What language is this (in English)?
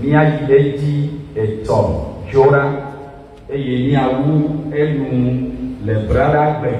Ewe